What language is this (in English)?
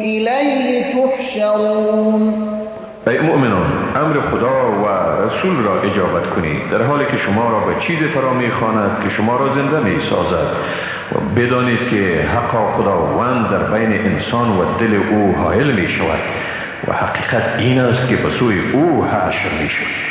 Persian